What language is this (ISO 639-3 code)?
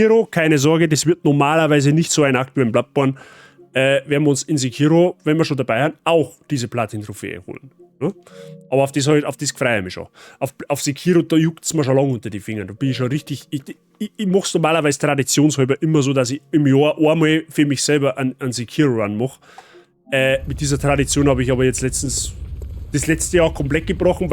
bar